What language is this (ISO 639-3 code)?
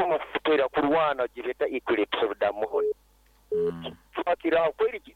nyo